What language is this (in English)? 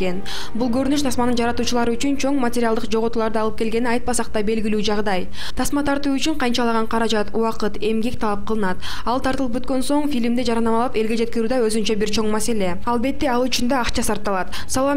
Kyrgyz